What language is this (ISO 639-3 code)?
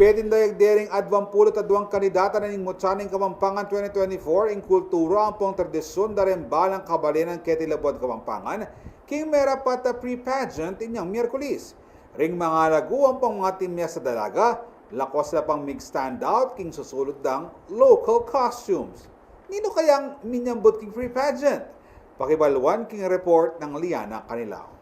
pam